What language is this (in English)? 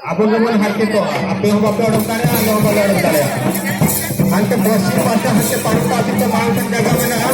Santali